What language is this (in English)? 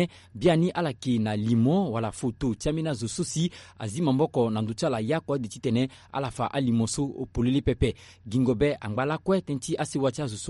Sango